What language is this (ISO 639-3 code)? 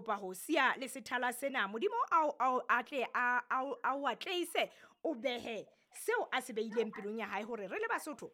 sot